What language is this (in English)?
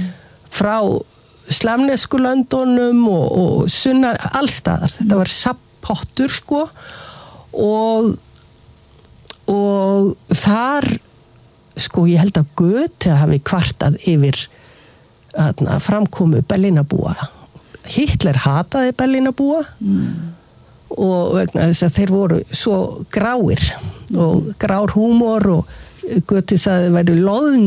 Icelandic